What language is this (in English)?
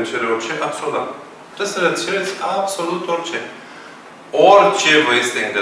Romanian